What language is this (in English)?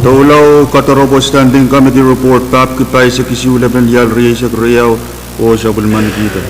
Pohnpeian